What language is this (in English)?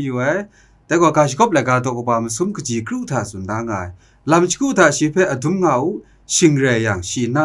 Kachin